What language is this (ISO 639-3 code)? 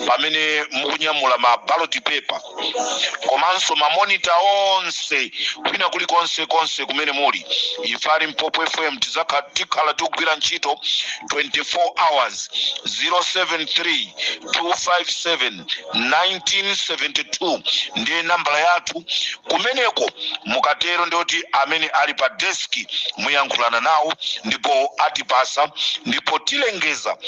nya